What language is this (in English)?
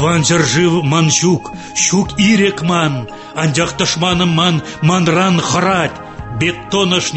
Tatar